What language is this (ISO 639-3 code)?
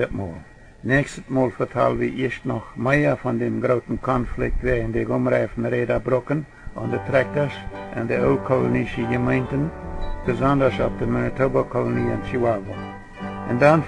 pdt